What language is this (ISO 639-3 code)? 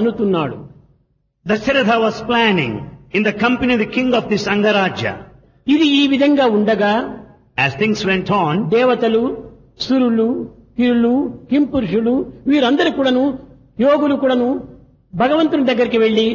tel